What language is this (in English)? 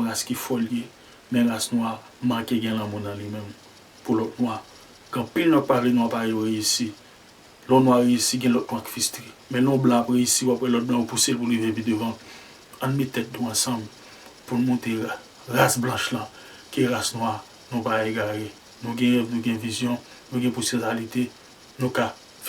Haitian Creole